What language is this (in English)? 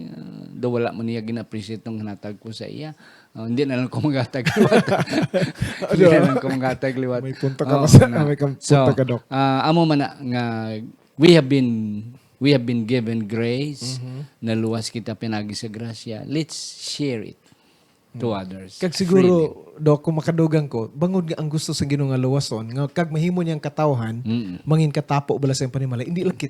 Hiligaynon